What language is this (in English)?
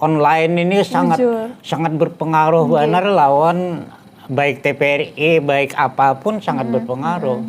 Banjar